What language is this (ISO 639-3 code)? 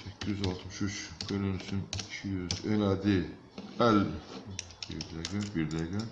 aze